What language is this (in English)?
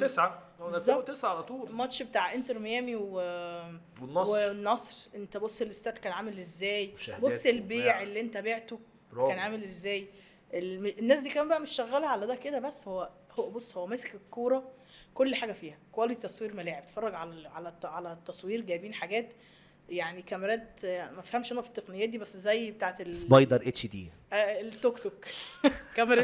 Egyptian Arabic